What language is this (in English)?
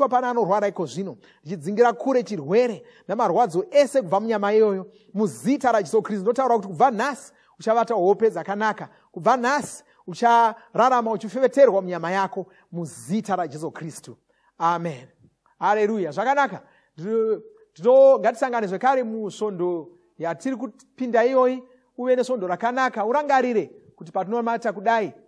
Shona